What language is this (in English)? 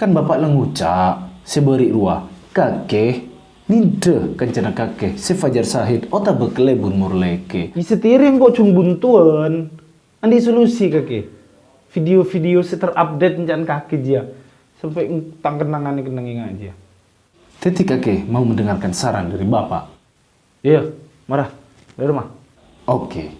Madurese